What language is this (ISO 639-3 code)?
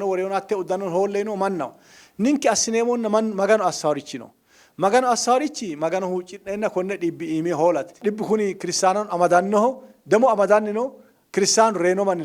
sid